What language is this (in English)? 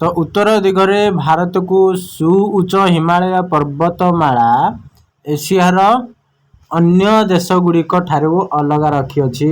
Odia